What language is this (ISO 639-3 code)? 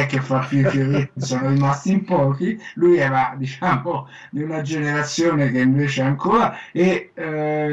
ita